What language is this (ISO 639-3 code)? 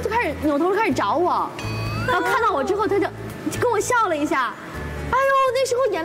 zho